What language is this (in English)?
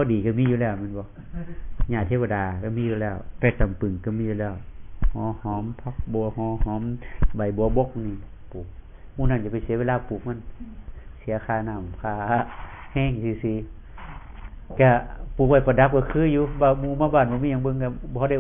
Northeastern Thai